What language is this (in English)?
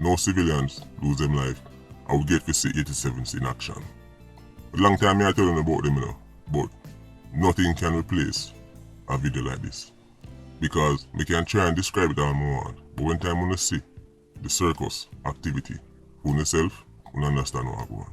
Jamaican Creole English